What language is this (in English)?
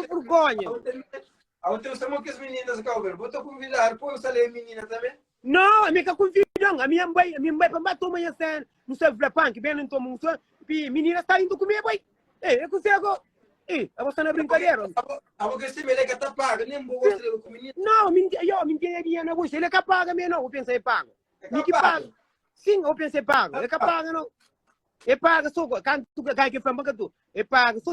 Kabuverdianu